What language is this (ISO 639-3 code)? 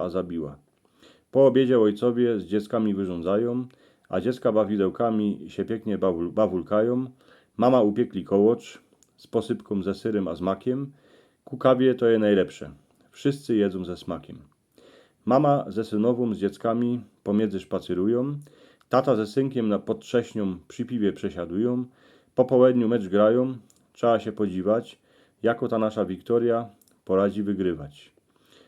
szl